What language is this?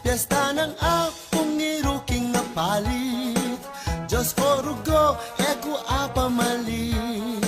Pampanga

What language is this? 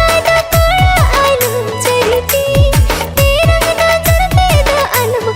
Santali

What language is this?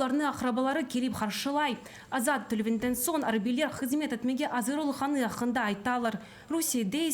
Crimean Tatar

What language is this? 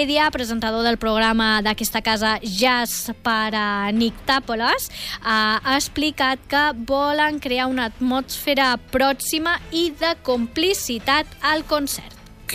Catalan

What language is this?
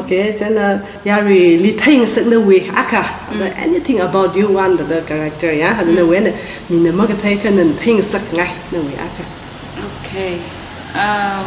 Tangkhul Naga (India)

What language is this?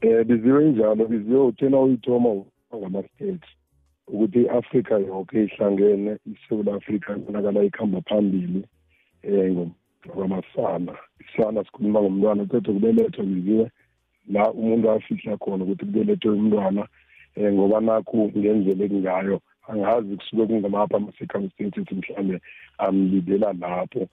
South Ndebele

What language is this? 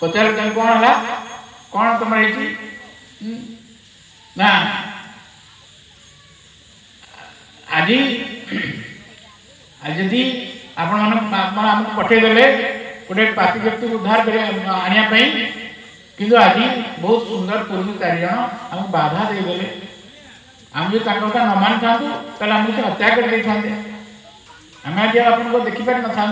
Odia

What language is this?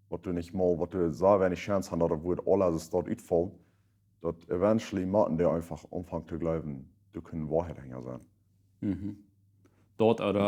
Plautdietsch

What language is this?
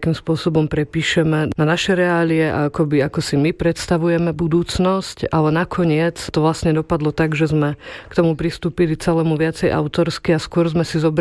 Slovak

